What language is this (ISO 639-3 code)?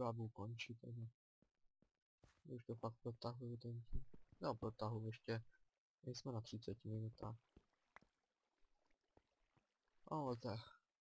ces